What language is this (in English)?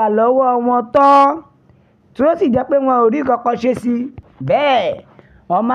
Yoruba